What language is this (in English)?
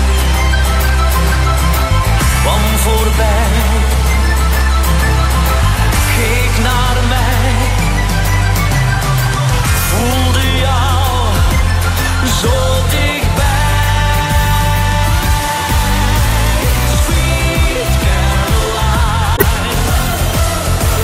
Dutch